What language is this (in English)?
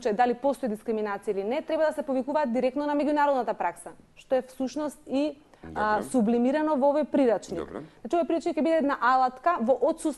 Macedonian